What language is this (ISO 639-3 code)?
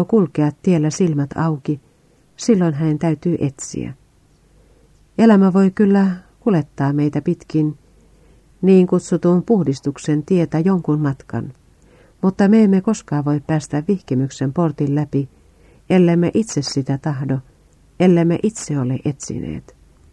fin